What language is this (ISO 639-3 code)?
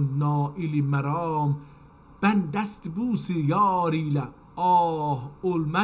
azb